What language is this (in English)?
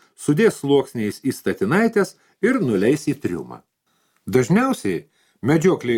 Lithuanian